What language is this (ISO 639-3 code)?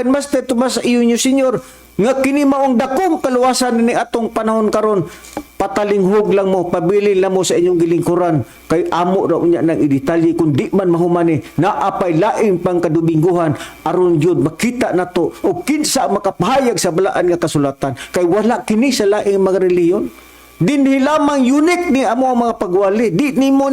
ceb